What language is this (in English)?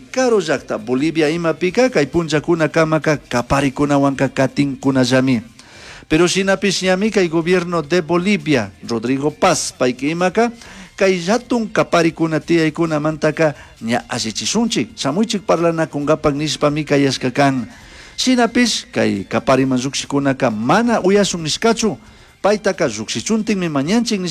Chimborazo Highland Quichua